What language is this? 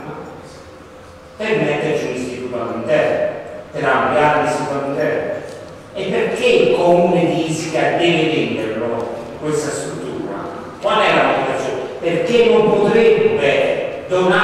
Italian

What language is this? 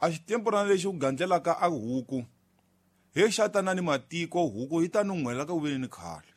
Tsonga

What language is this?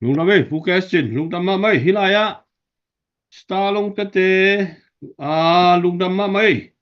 Tedim Chin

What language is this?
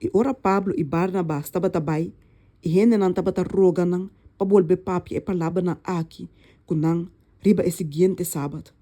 Papiamento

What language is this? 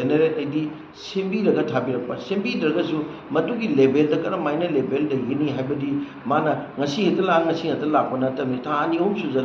Manipuri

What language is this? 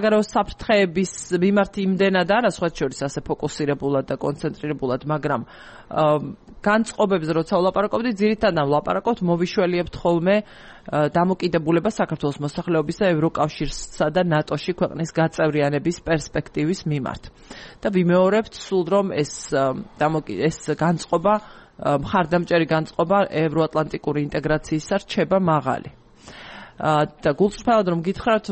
Georgian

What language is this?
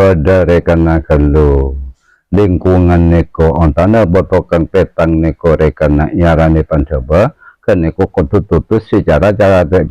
Madurese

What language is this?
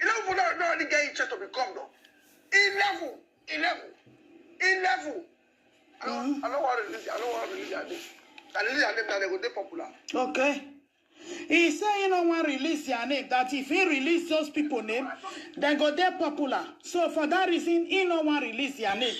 Nigerian Pidgin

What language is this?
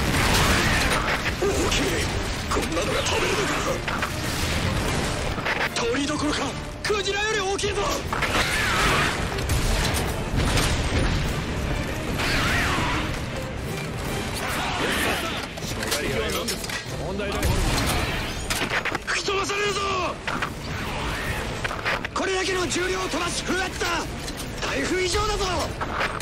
Japanese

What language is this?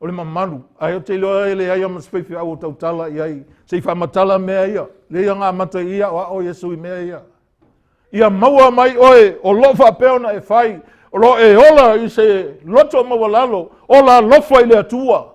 Samoan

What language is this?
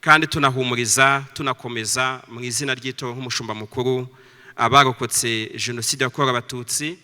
Kinyarwanda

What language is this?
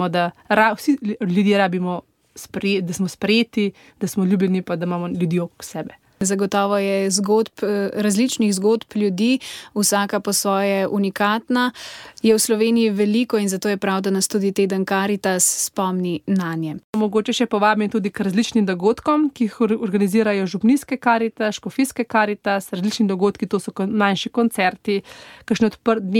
Slovenian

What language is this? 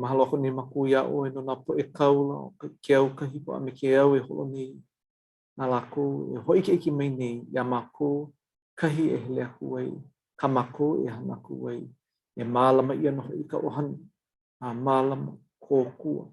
Hawaiian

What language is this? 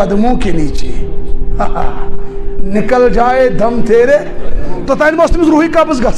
Kashmiri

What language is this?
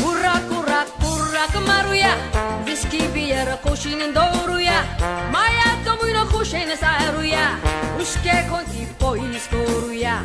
Konkani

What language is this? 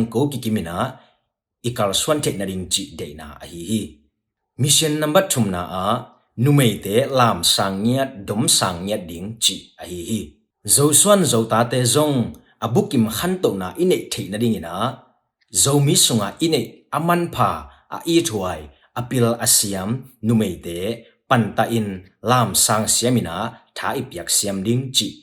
Tedim Chin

